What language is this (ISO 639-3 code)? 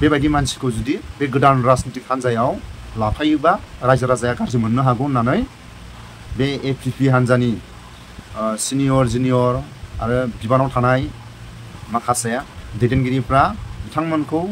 brx